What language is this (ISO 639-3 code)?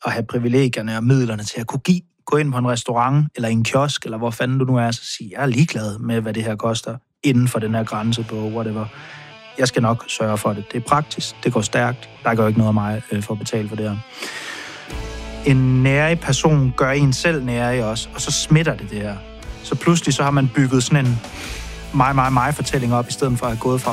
dan